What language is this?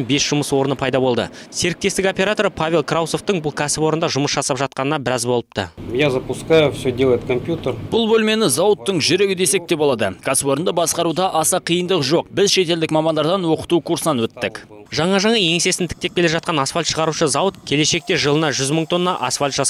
Kazakh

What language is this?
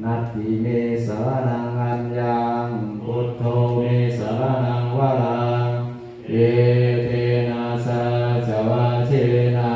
Pali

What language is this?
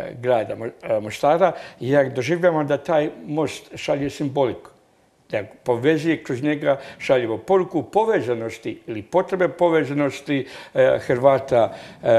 Croatian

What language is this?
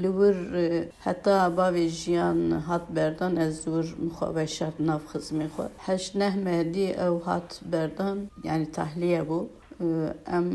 Kurdish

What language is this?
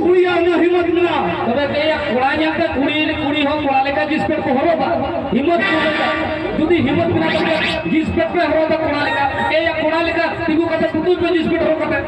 Santali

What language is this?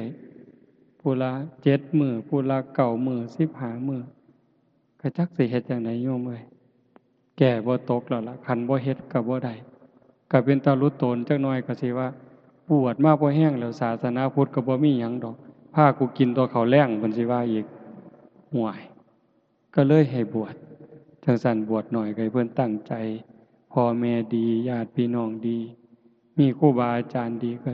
Northeastern Thai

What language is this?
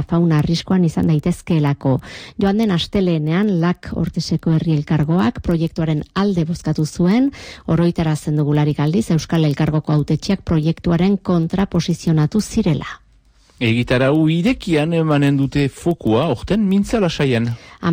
Basque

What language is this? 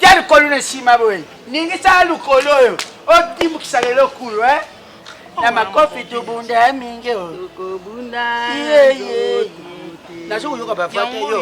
Lingala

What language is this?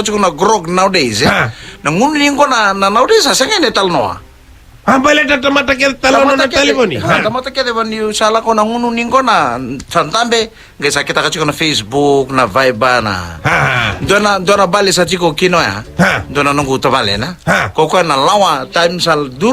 Fijian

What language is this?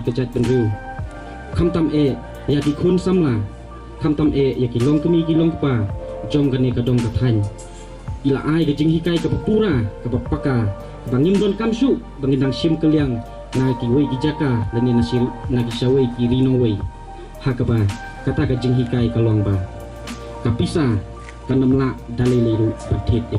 Khasi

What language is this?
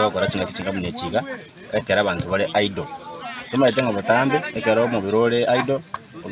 Gusii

